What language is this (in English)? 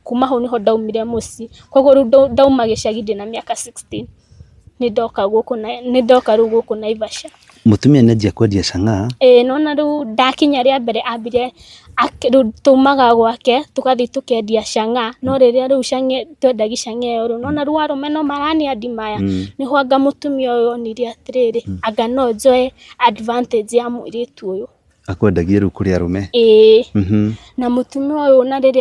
Kikuyu